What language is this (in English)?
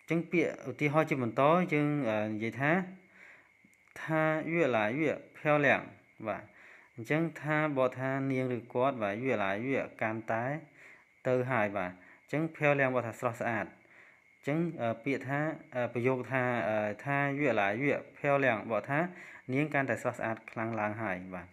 Khmer